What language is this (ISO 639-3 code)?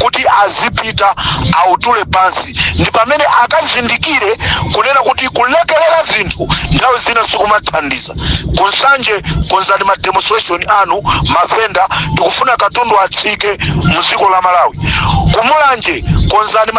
nya